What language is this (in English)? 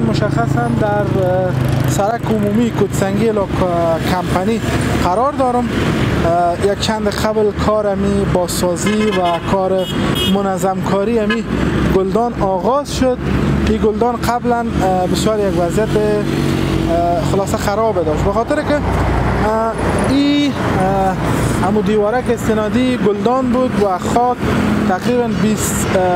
Persian